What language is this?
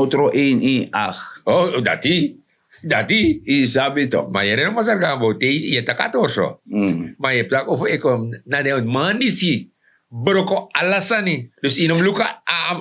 Sranan Tongo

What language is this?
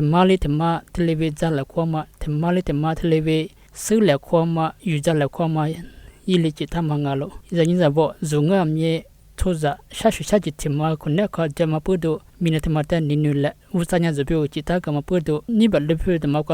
Lisu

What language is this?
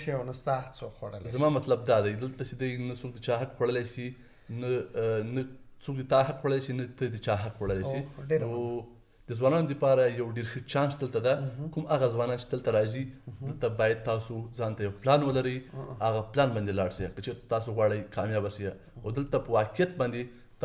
Pashto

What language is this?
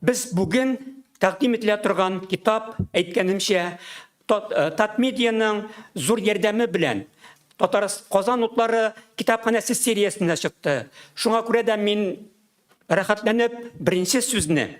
Tatar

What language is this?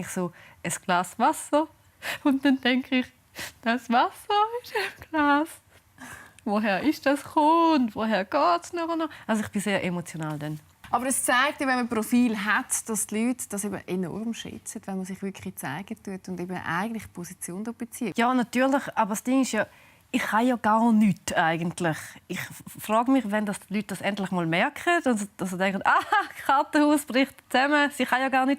Swiss German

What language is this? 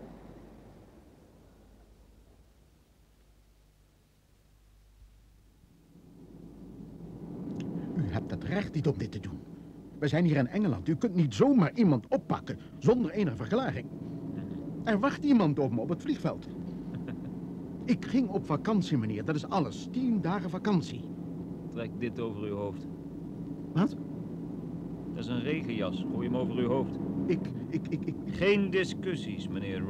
Dutch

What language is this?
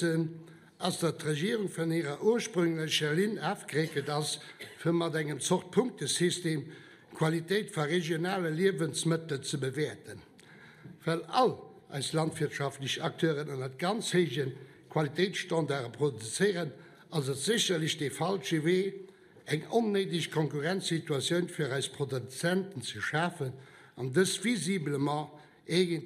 Luxembourgish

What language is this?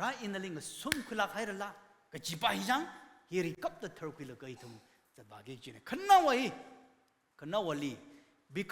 Tangkhul Naga (India)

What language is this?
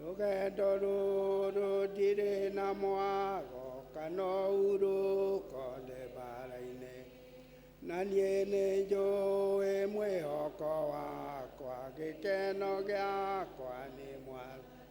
Kikuyu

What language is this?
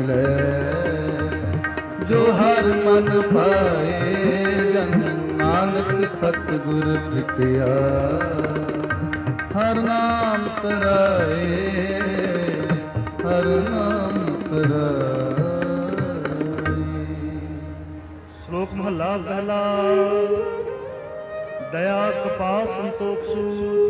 Punjabi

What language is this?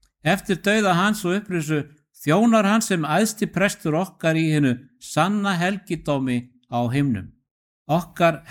Icelandic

